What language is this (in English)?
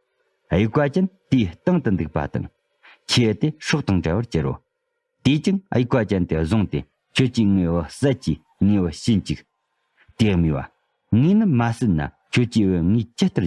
Tibetan